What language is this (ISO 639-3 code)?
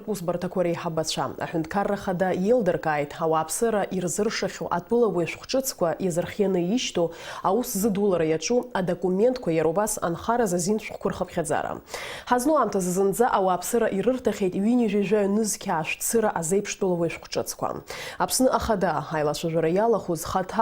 abk